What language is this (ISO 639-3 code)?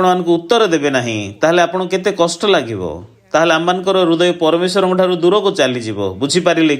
ori